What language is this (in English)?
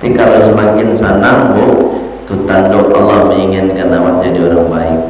Minangkabau